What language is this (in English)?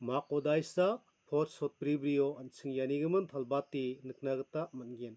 Garo